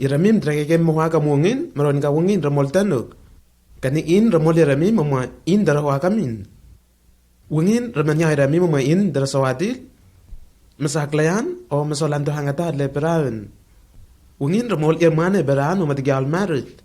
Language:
Lenakel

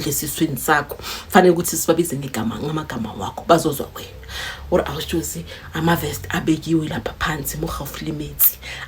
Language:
Zulu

